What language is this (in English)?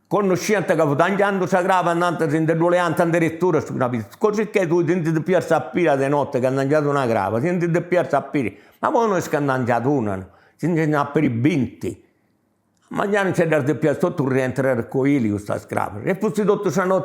Sardinian